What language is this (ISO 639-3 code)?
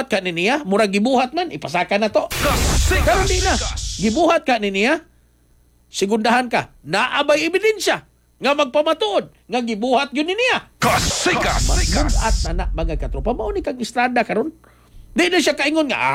ceb